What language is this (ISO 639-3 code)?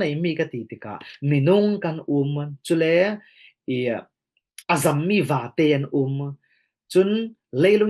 cfm